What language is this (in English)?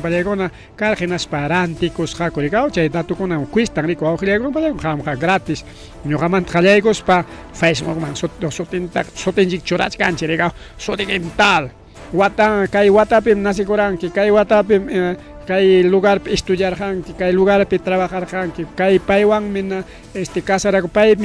Ayacucho Quechua